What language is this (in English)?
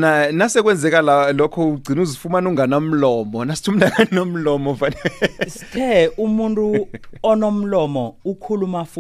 South Ndebele